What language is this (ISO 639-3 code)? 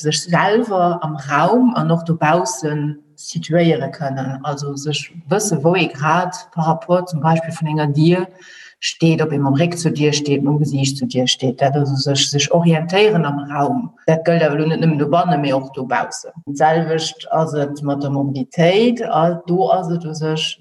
ltz